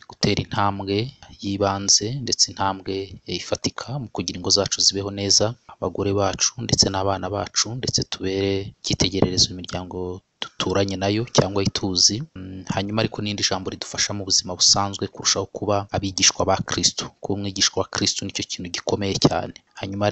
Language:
Kinyarwanda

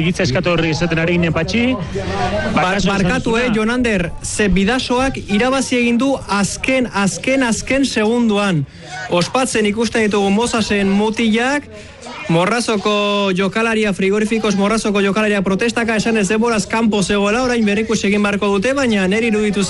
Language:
Basque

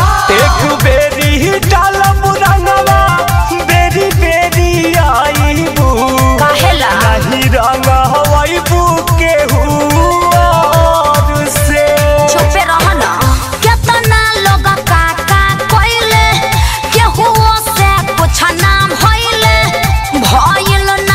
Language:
Bhojpuri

